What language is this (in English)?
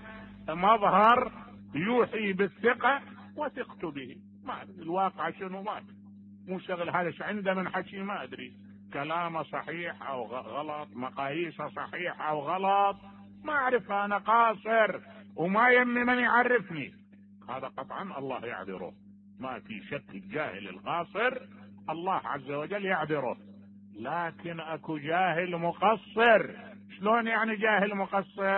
Mesopotamian Arabic